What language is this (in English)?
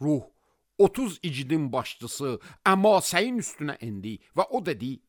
Azerbaijani